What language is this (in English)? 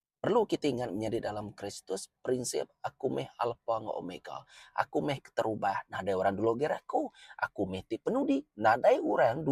Iban